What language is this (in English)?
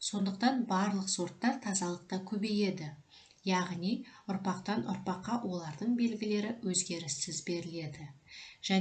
Kazakh